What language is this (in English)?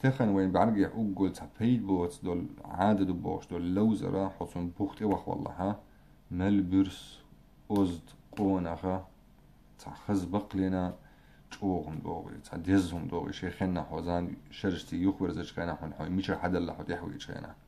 Chechen